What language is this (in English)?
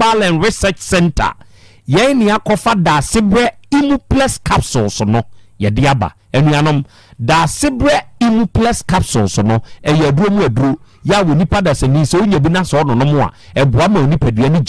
Akan